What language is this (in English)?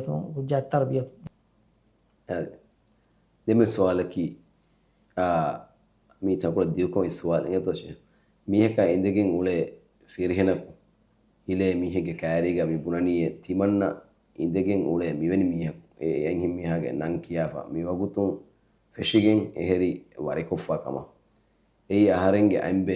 Divehi